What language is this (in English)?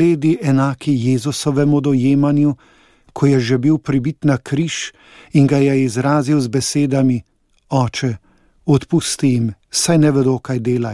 Slovenian